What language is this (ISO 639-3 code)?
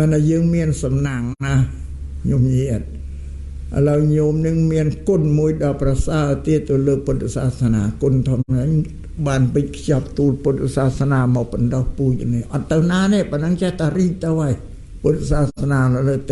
khm